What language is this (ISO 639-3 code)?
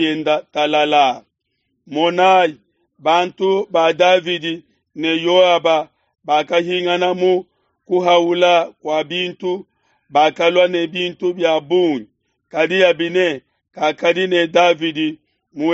lua